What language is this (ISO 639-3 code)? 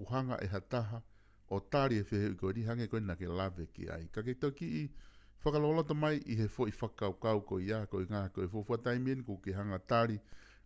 ton